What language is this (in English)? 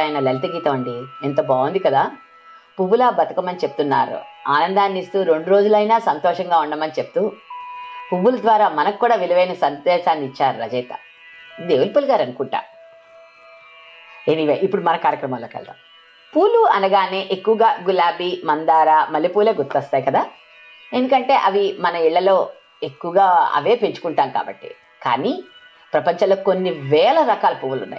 Telugu